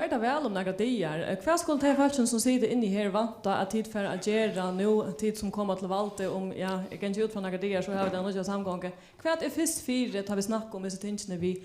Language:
Faroese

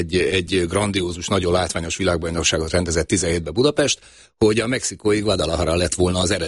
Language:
Hungarian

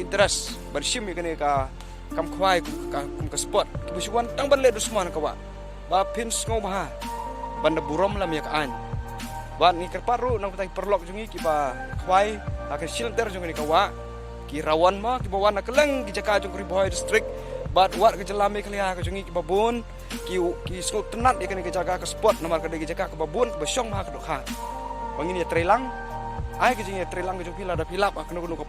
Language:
Khasi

